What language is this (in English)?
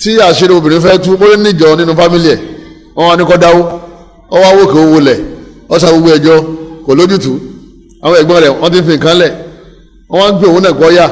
Yoruba